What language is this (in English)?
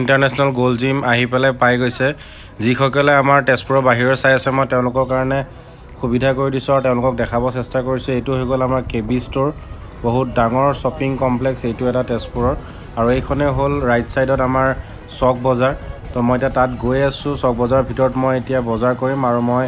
Assamese